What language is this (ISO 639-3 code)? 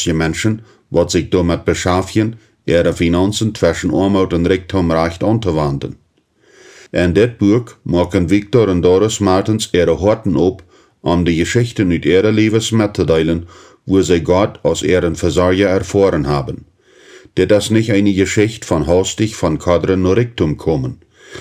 pdt